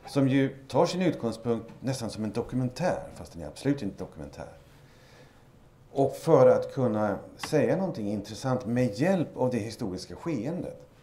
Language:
Swedish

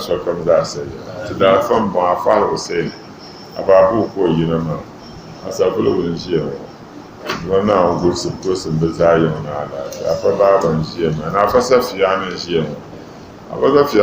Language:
Dagbani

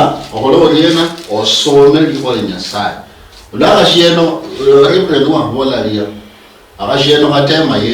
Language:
Luyia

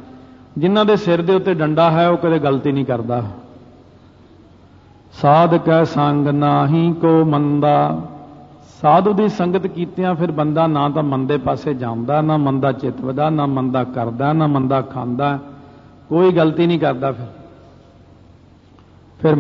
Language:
Punjabi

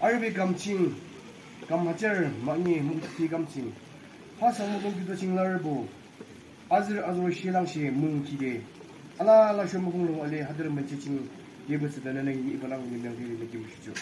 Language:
Naga Pidgin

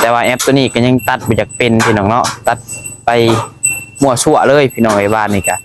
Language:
Northeastern Thai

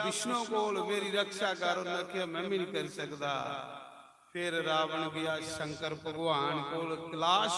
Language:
Dogri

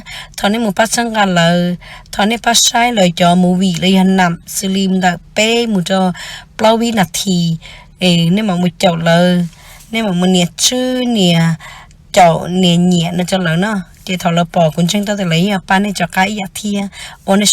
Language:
Hmong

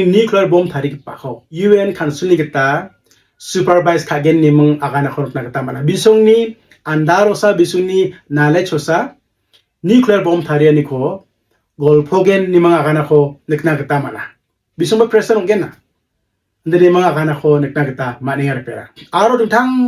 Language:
Garo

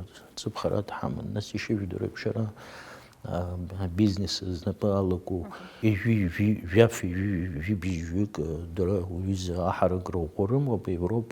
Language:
Abkhazian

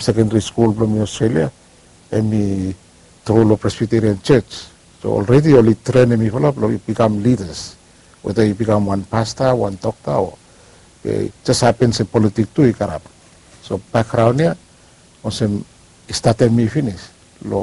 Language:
Bislama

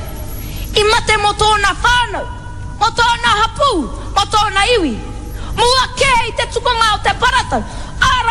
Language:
Māori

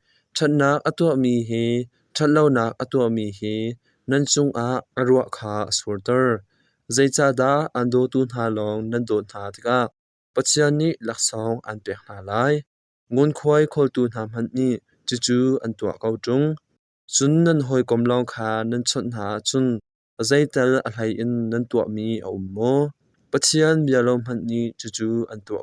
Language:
Hakha Chin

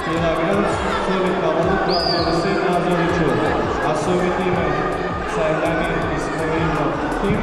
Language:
Tajik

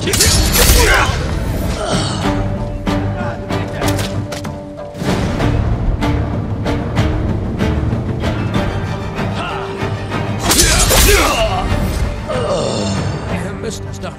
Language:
German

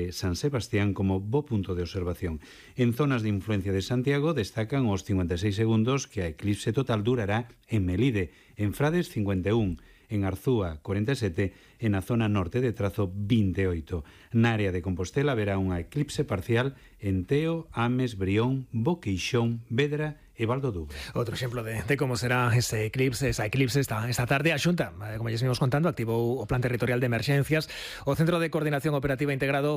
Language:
Galician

